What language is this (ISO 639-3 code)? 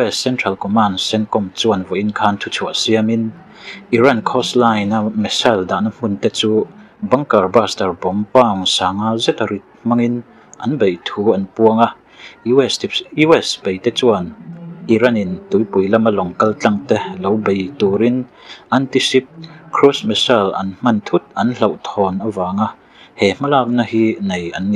lus